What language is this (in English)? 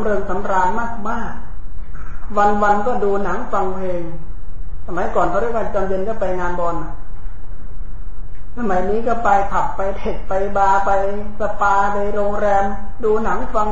Thai